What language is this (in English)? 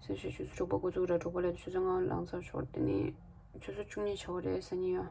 Tibetan